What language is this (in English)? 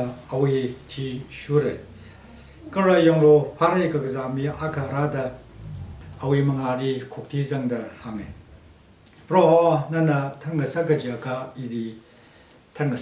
Tangkhul Naga (India)